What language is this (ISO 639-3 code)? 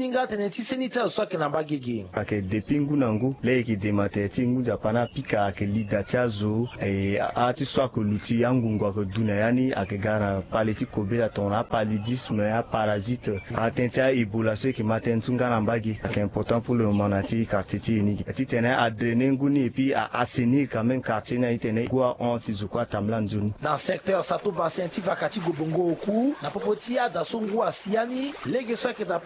sag